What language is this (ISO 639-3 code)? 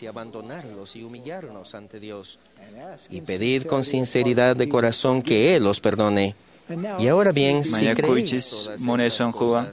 que